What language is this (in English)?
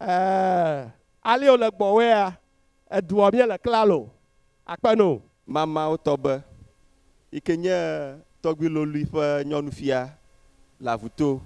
Ewe